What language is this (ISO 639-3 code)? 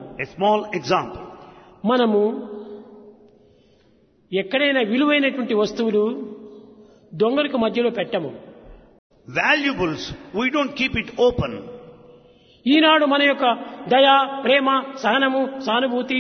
tel